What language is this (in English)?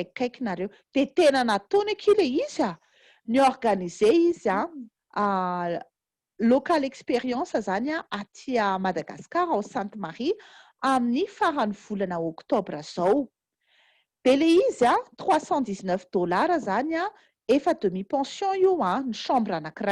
Malagasy